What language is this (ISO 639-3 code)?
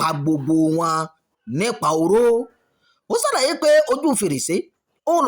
yor